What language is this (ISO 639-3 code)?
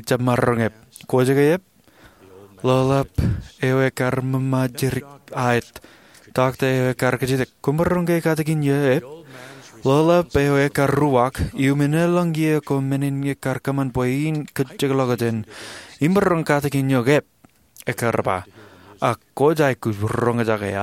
mah